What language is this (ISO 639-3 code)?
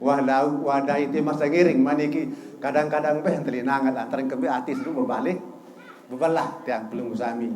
sas